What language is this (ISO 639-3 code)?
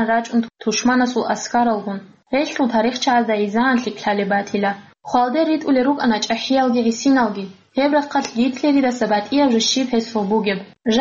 ava